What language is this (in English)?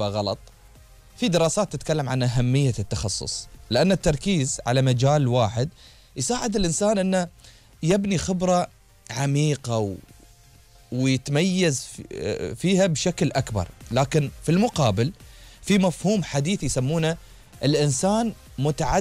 Gulf Arabic